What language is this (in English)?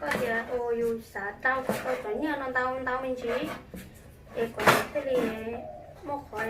Hmong